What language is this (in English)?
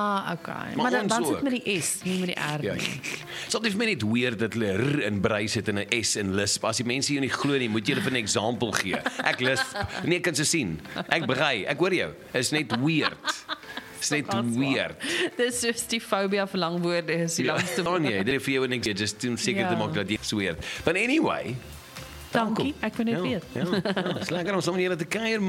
Afrikaans